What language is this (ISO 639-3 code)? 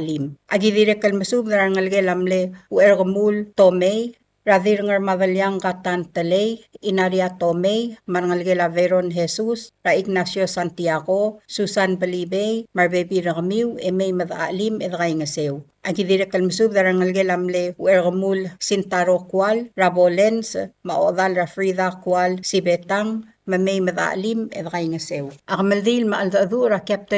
pau